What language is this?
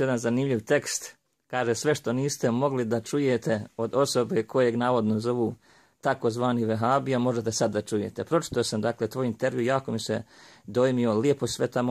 Bosnian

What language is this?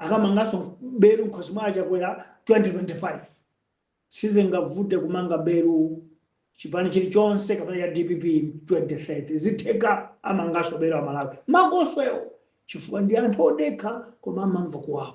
Nyanja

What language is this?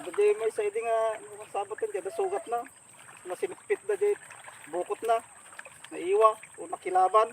Iloko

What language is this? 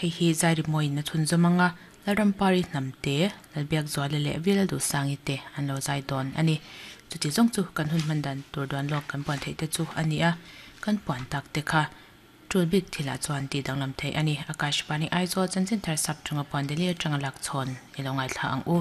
Mizo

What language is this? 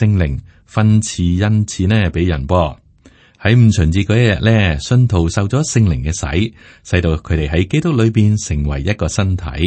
Cantonese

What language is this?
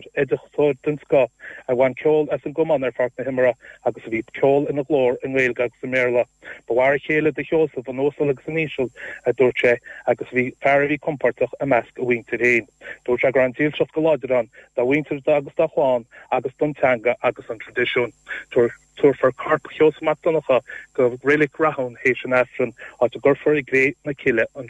Irish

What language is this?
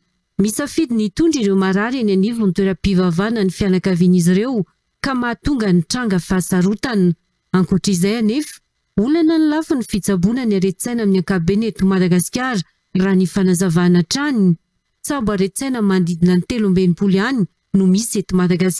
Malagasy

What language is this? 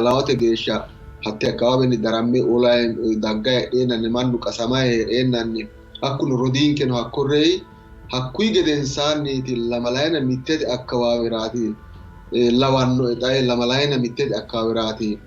Sidamo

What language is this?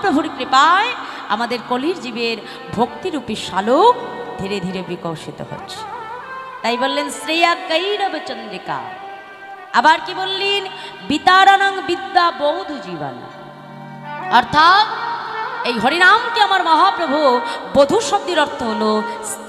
Bangla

